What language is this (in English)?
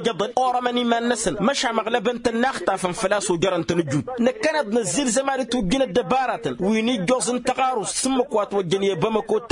Tamasheq